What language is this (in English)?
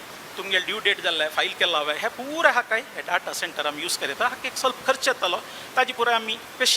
Konkani